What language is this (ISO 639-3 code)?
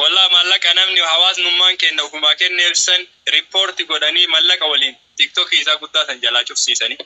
orm